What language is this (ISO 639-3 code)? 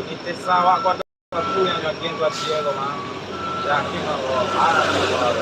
min